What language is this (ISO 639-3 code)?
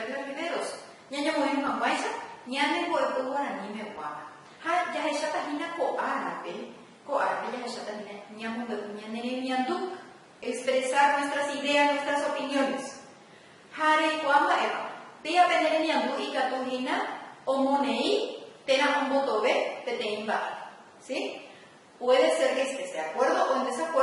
grn